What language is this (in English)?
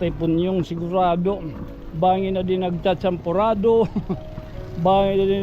Waray